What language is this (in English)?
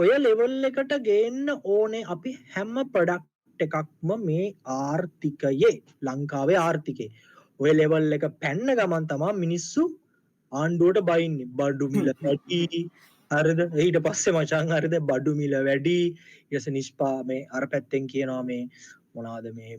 Sinhala